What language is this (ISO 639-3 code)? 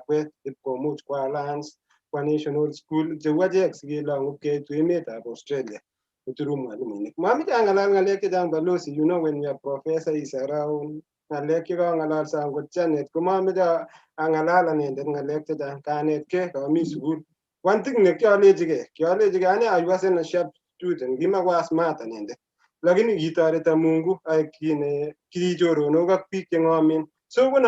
kln